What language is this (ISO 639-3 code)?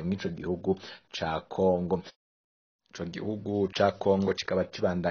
run